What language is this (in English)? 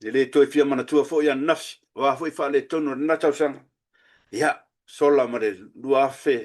Samoan